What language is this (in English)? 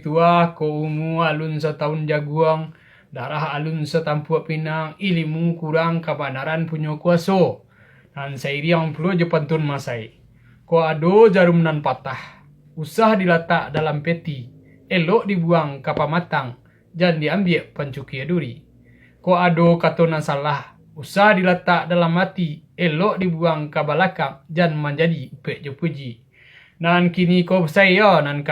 Minangkabau